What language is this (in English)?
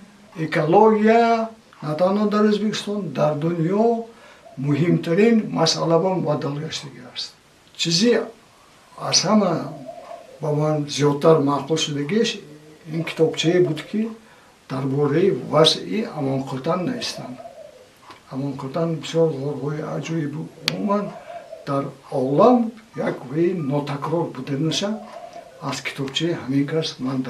Tajik